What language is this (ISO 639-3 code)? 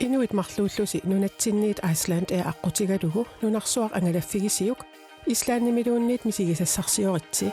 kal